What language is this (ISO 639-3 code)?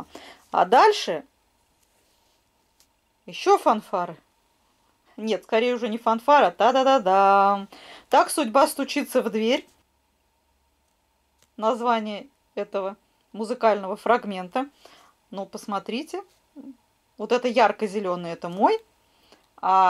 rus